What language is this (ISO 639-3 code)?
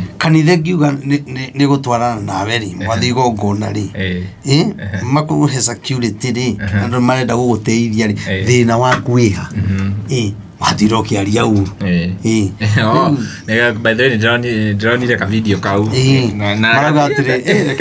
kik